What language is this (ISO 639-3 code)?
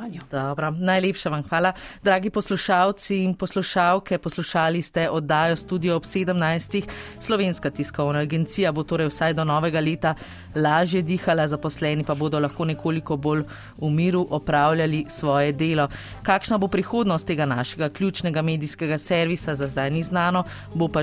slv